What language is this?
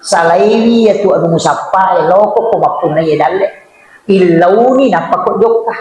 Buginese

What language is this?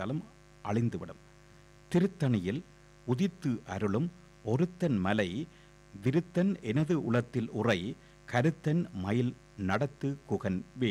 Tamil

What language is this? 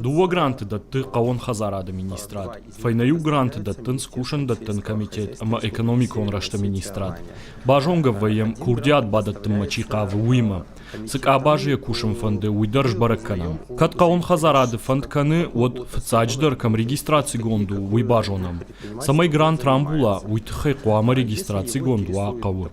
Ossetic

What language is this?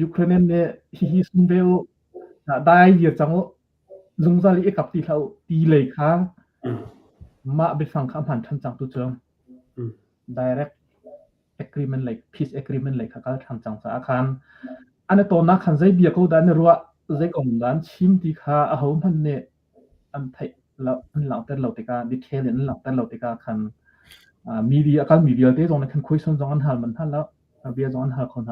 Hakha Chin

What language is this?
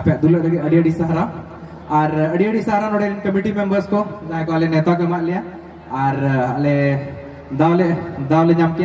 Santali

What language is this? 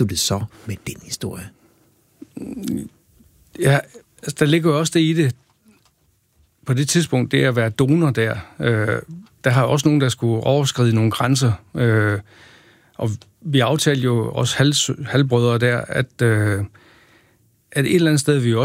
Danish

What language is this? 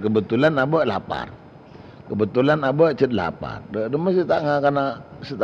Madurese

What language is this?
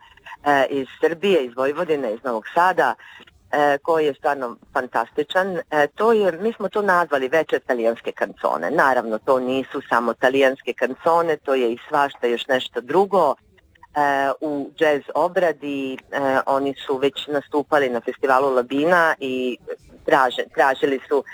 Croatian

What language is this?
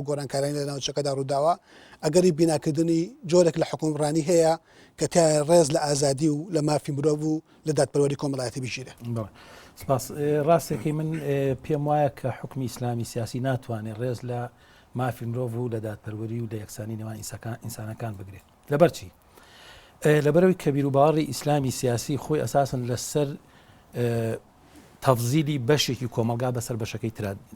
Central Kurdish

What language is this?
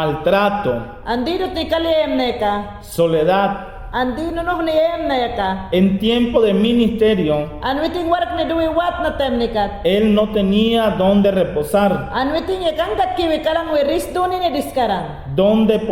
Mayangna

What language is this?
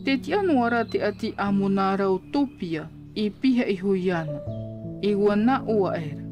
Tahitian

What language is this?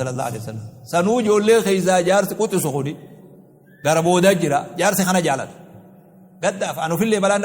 Oromo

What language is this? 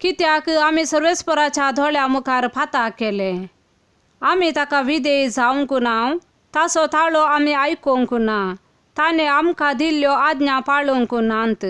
Konkani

